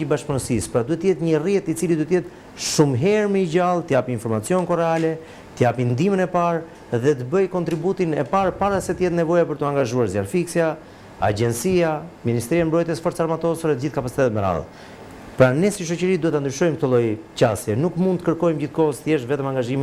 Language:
Albanian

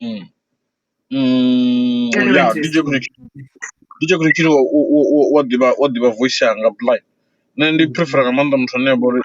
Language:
Venda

